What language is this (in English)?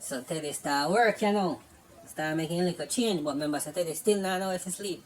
Jamaican Creole English